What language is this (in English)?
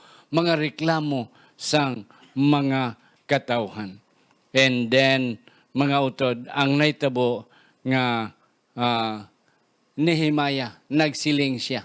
Hiligaynon